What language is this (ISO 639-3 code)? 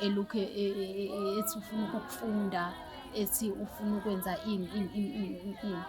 zul